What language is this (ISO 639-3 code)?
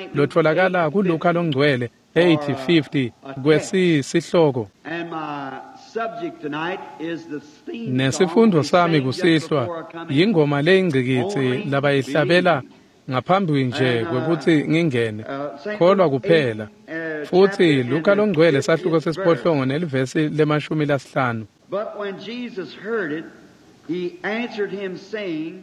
ssw